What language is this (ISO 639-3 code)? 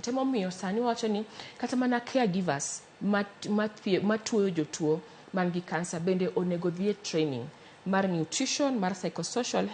luo